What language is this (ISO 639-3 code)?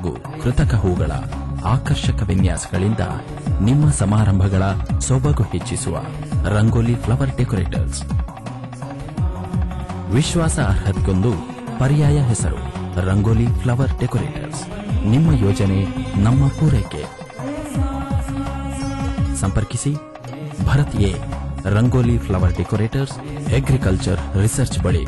kan